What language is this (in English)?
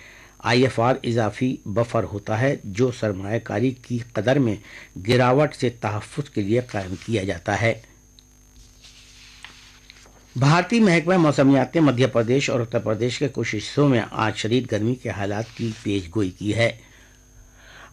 Urdu